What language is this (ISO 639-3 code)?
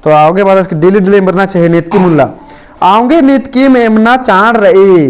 kru